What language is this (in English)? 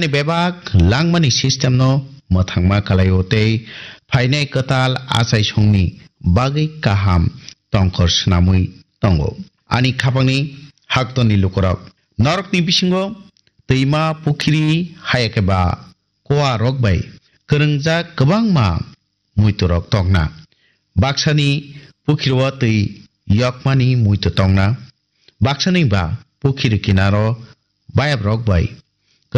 Kok Borok